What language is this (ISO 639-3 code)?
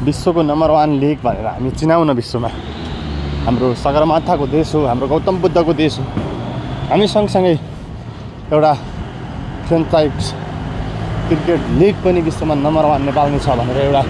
nep